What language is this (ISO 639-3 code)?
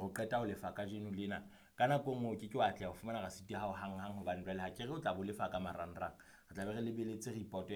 sot